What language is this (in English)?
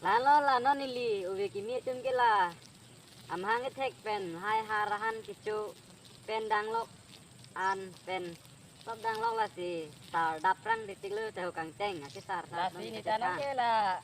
Karbi